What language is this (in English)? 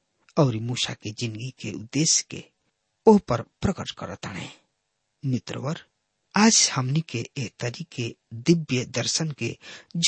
Bhojpuri